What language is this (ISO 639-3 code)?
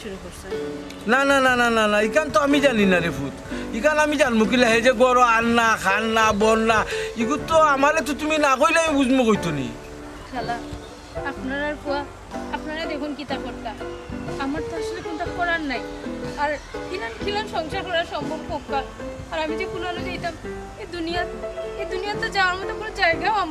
syl